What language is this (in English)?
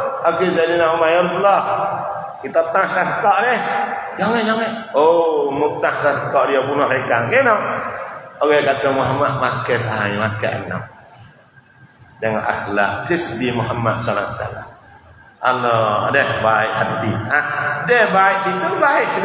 Malay